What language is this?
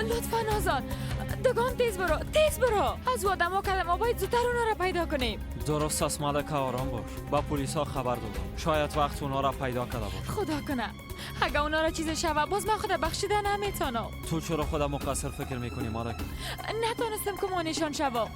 Persian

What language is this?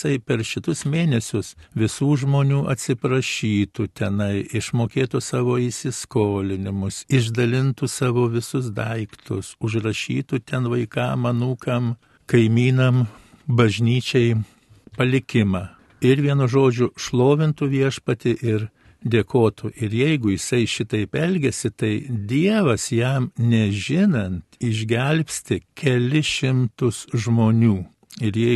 Lithuanian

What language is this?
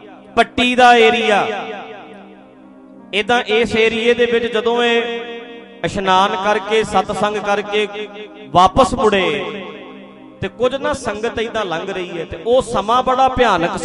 Punjabi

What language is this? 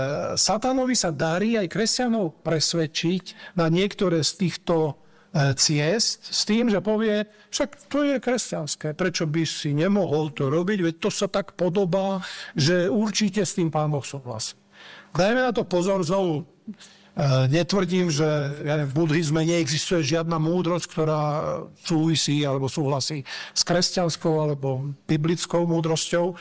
Slovak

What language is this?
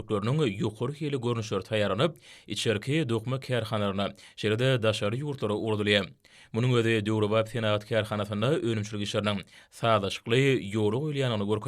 Turkmen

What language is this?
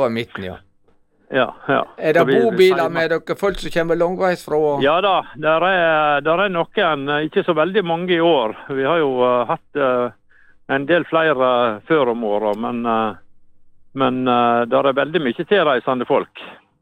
Norwegian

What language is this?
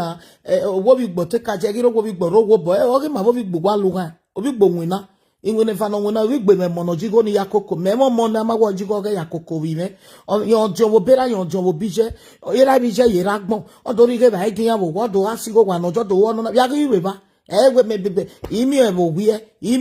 Nigerian Pidgin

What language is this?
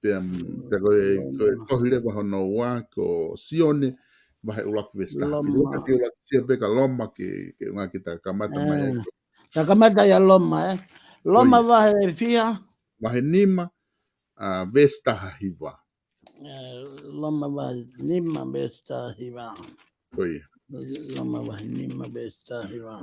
Tongan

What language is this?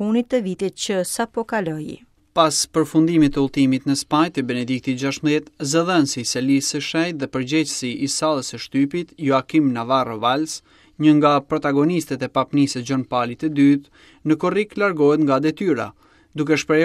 Albanian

